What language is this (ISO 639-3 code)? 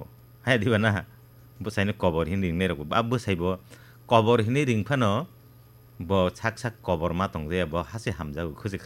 trp